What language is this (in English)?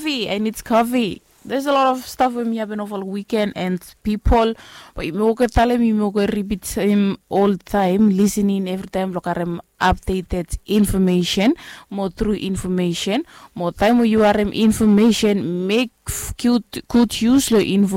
Bislama